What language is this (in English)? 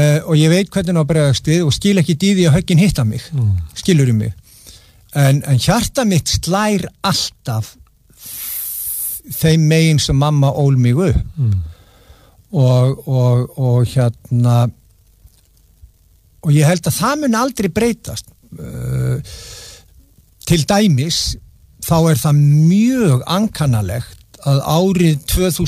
Icelandic